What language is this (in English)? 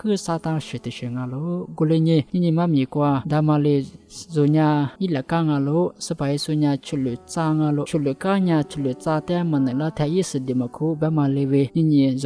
Lisu